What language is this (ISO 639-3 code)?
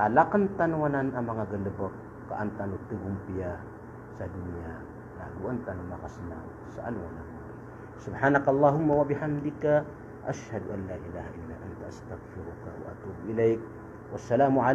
mrw